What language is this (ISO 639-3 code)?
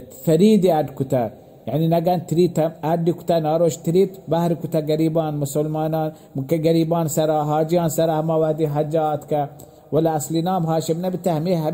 bal